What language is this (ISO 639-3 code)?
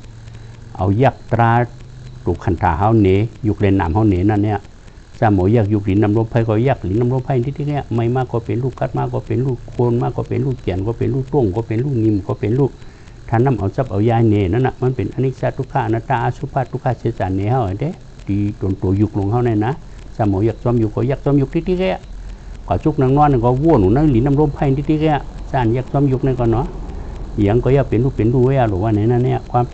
shn